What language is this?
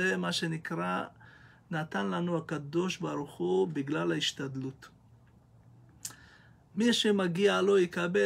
Hebrew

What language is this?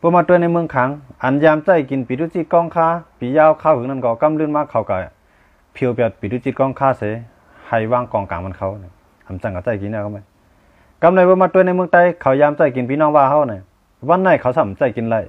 Shan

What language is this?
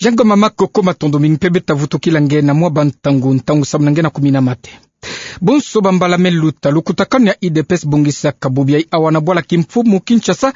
Kituba (Democratic Republic of Congo)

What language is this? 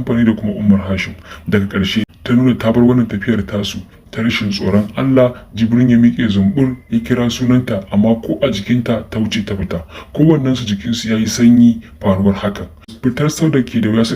Hausa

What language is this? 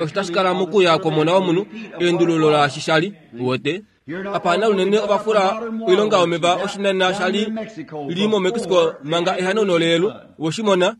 Kuanyama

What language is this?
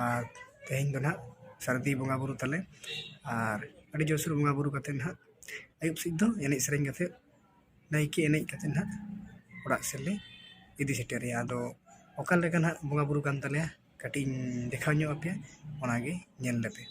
Santali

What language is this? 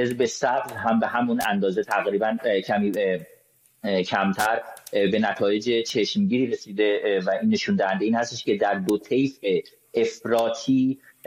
Persian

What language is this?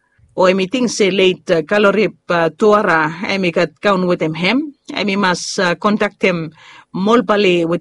Bislama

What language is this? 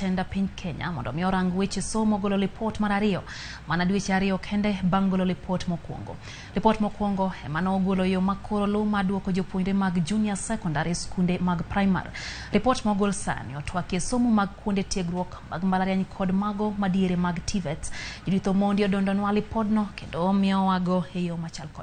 Luo (Kenya and Tanzania)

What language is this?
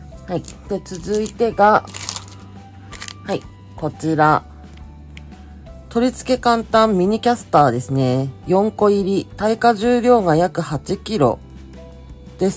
Japanese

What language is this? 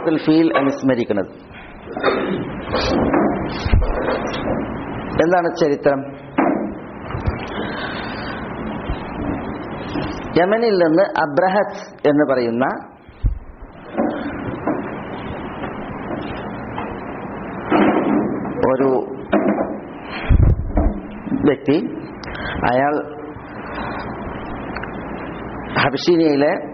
Malayalam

